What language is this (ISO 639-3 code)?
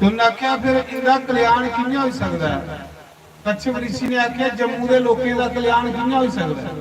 doi